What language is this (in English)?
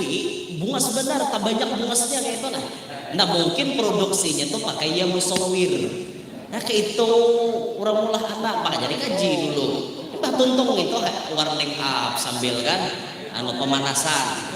Banjar